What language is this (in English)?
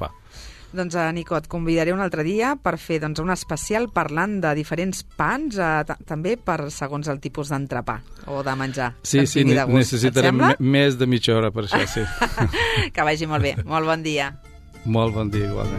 Catalan